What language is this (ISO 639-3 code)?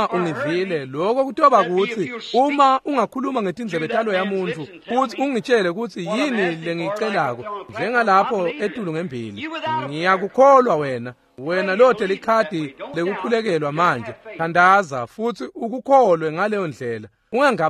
ssw